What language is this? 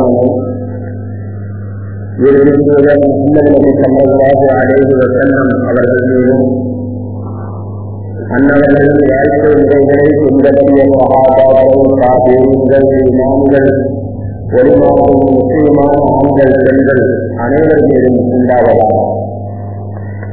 Tamil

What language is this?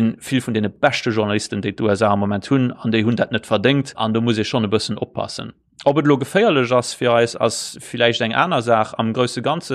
Luxembourgish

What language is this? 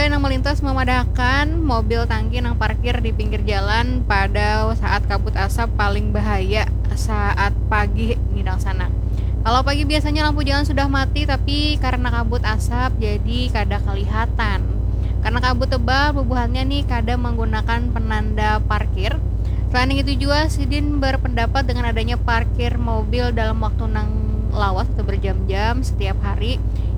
Banjar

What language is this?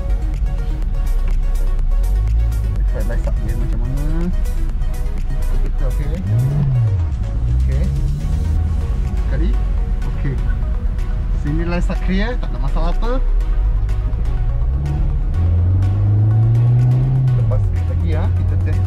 Malay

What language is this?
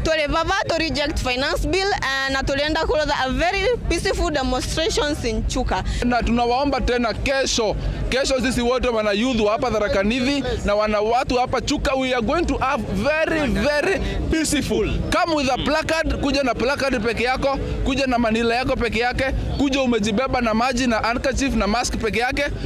Meru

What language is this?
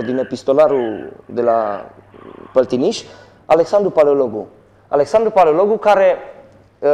Romanian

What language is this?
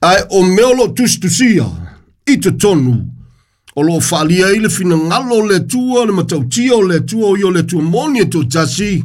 Samoan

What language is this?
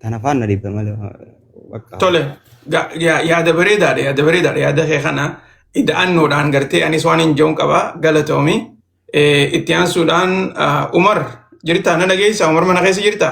Oromo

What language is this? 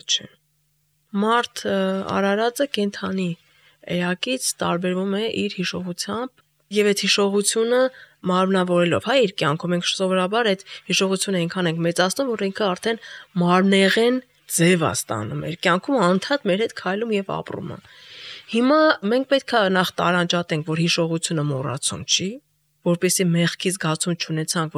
Armenian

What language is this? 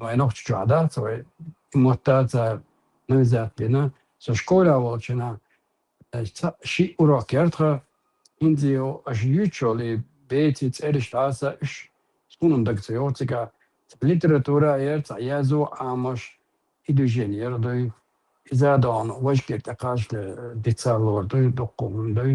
Chechen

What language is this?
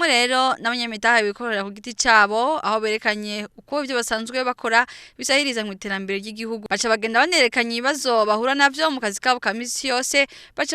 Rundi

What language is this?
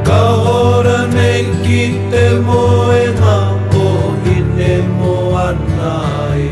Māori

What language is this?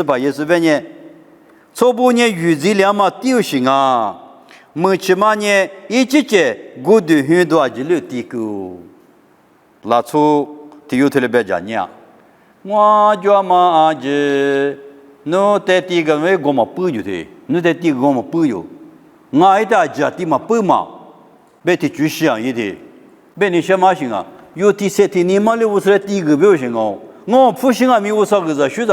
Lisu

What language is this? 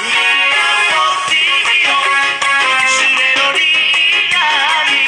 Batak Toba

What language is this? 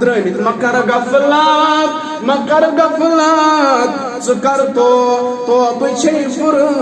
Kashmiri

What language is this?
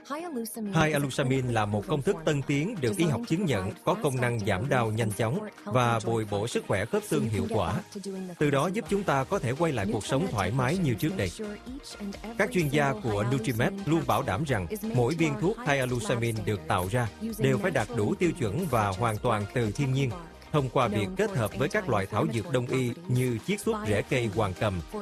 Vietnamese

